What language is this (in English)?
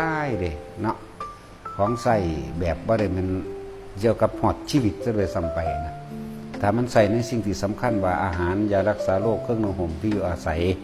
Northeastern Thai